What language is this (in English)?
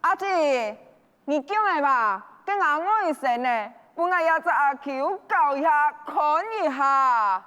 Hakka Chinese